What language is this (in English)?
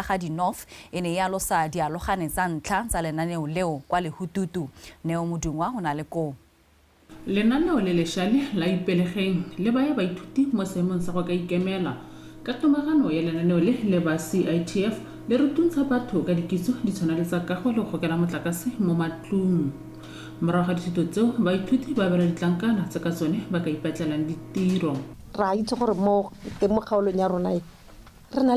Tswana